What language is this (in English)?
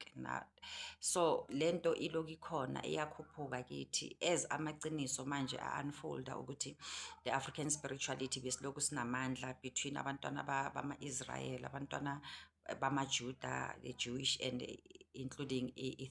Zulu